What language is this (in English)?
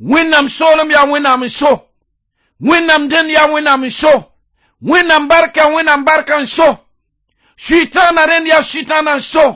Mossi